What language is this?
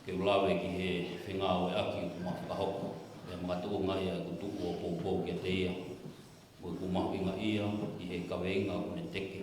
Tongan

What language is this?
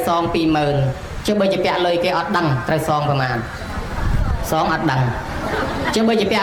Khmer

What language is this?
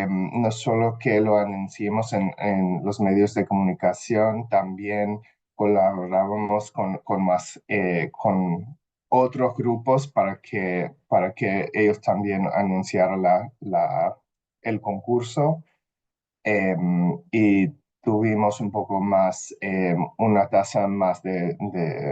Ladino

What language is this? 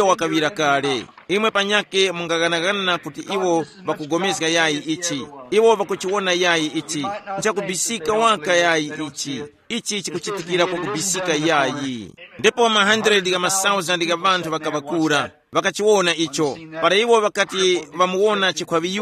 Tumbuka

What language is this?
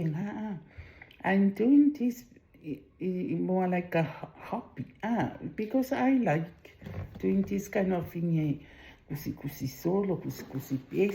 Samoan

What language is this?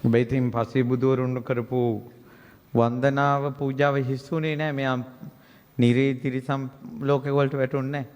Sinhala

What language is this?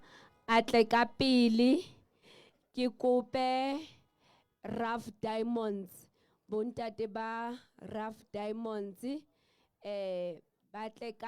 Southern Sotho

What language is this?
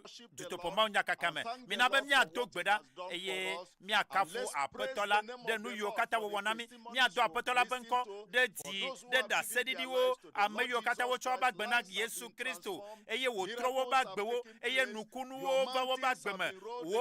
Ewe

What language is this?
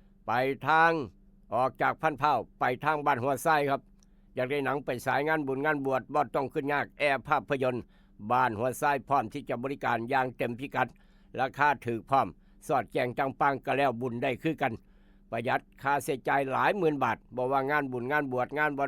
Northeastern Thai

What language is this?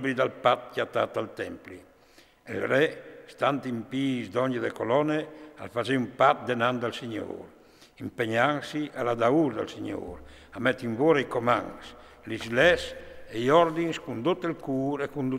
Friulian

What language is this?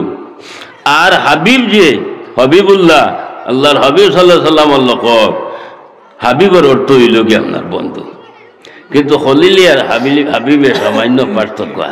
Sylheti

